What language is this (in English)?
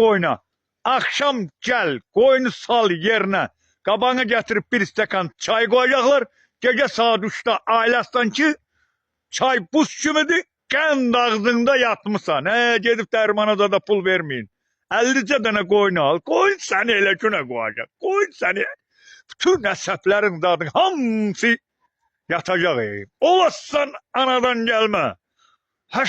Azerbaijani